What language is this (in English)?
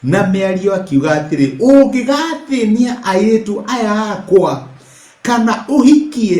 Kikuyu